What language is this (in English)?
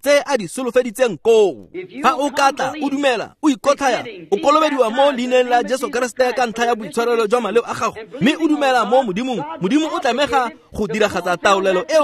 Tswana